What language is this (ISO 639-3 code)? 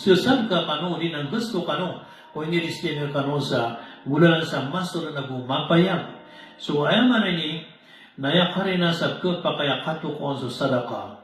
mrw